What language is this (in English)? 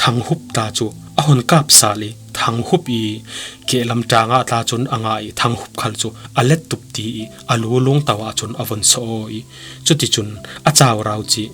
Falam Chin